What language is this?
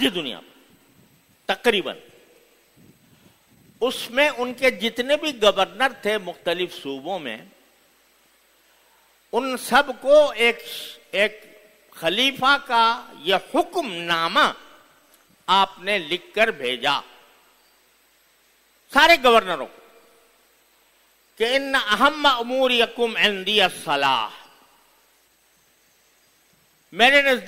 Urdu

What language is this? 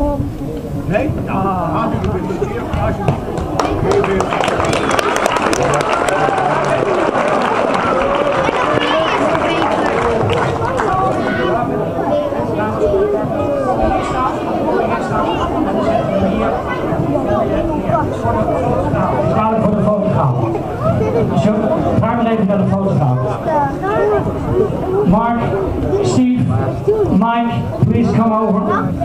Dutch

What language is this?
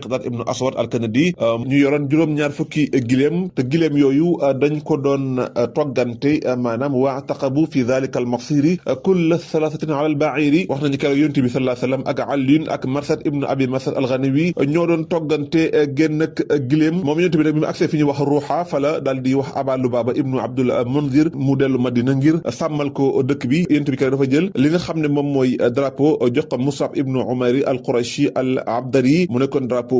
Wolof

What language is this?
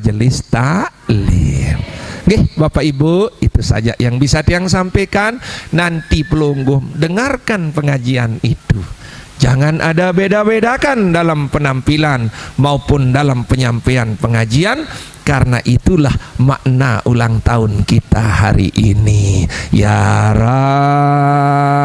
Sasak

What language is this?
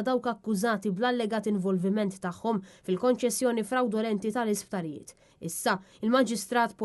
Maltese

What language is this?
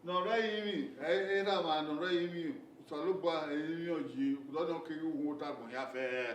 Bini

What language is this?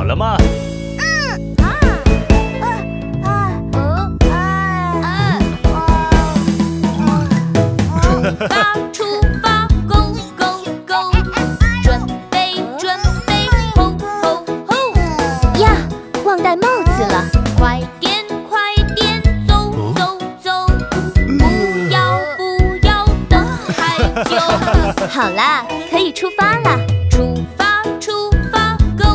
Chinese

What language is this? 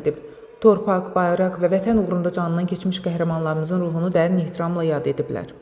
Azerbaijani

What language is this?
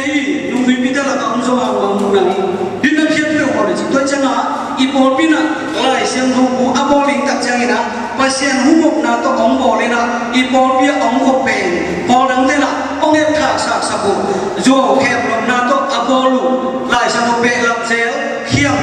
Tedim Chin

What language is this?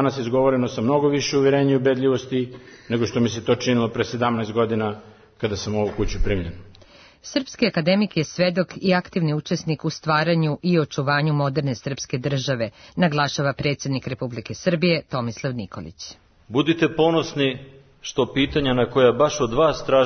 Serbian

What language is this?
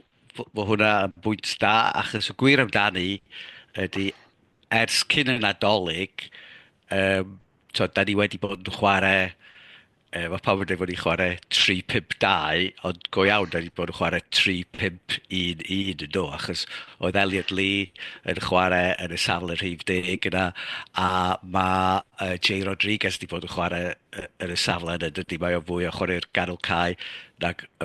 Welsh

